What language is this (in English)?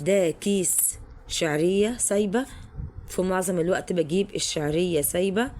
Egyptian Arabic